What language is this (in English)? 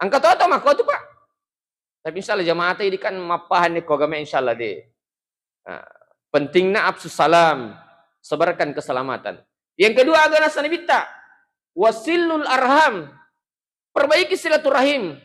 Buginese